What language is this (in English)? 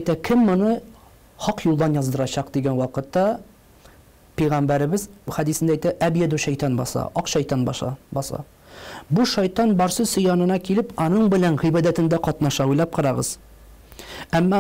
Tatar